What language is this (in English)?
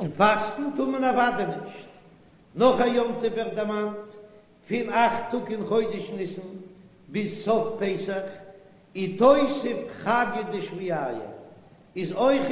Yiddish